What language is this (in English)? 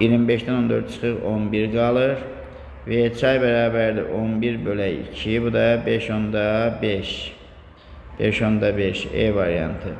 Azerbaijani